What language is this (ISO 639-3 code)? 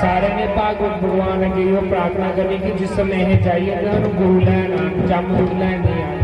doi